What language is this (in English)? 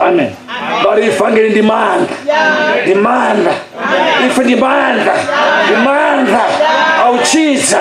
Venda